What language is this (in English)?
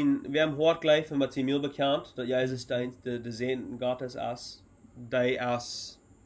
Plautdietsch